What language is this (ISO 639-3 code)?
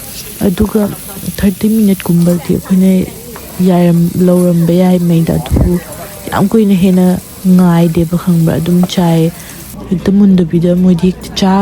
mni